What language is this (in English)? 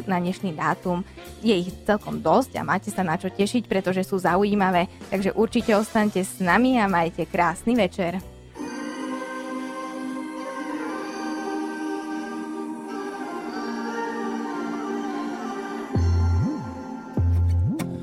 Slovak